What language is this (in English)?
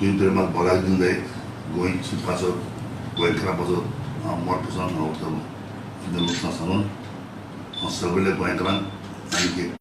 Konkani